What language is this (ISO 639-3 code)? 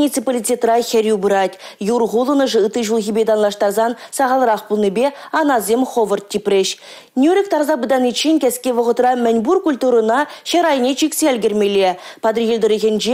chv